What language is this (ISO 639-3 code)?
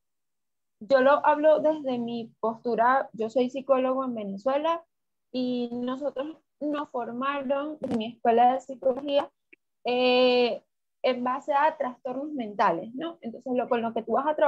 spa